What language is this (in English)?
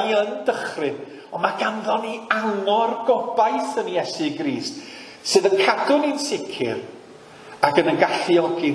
Welsh